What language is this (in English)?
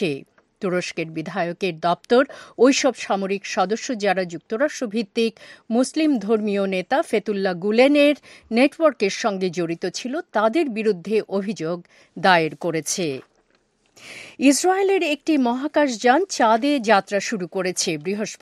Bangla